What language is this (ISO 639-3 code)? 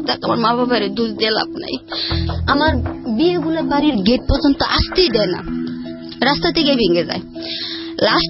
ben